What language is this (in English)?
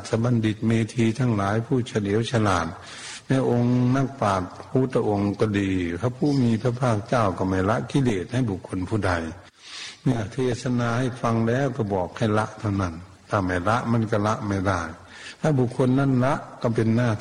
Thai